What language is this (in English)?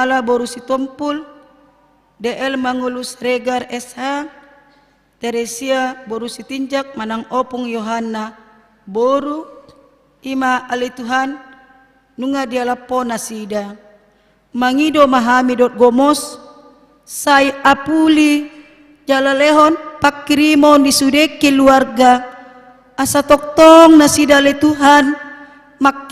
Batak Toba